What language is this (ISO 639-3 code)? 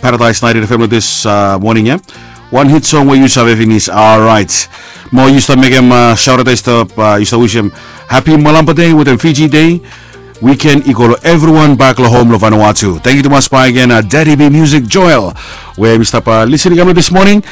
bis